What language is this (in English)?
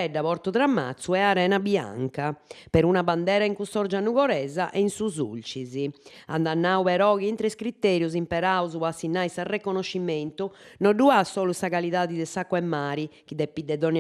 Sardinian